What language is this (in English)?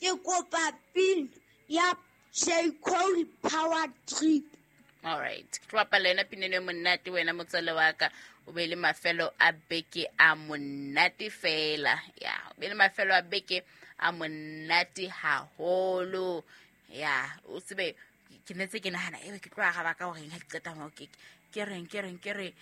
Southern Sotho